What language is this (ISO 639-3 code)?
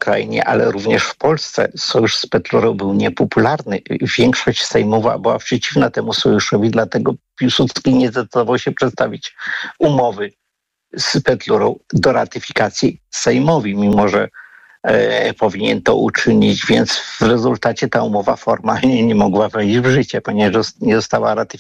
pol